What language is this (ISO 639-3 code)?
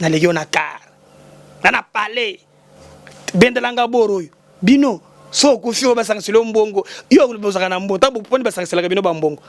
lin